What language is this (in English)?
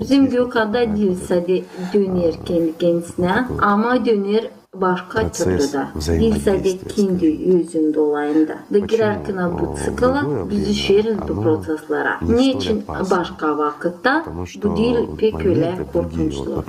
Gagauz